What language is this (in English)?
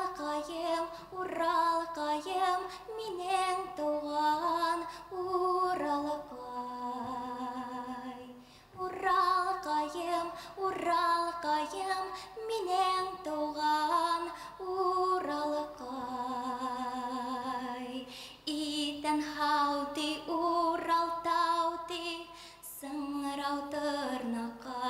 Bashkir